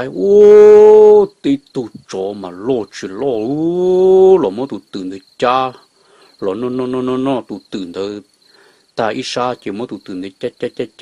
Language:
Hmong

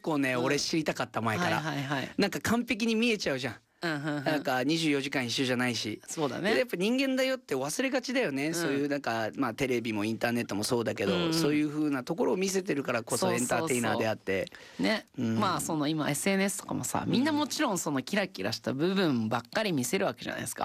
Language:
Japanese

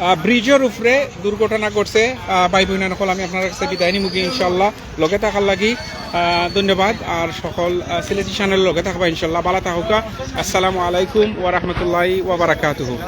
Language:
Sylheti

